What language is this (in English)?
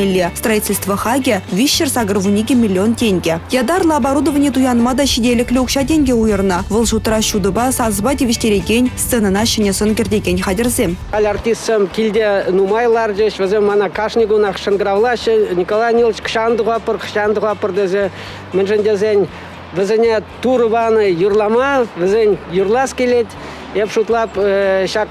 Chuvash